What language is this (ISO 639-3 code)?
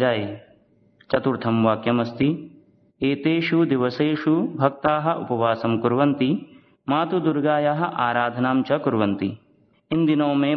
san